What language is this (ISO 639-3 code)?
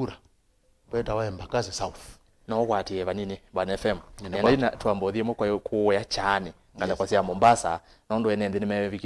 kam